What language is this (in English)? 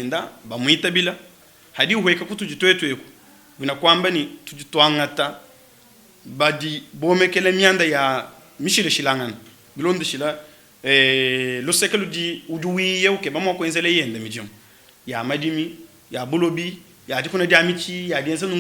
Luba-Lulua